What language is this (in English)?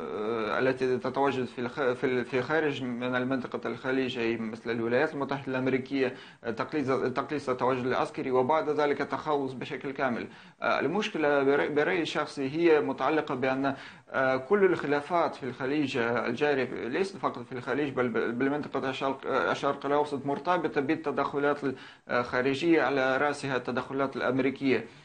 Arabic